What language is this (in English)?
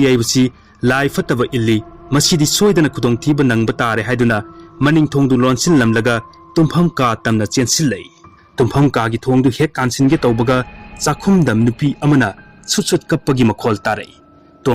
Manipuri